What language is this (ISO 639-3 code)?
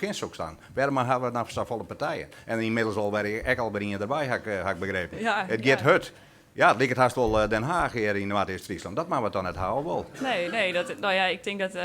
fry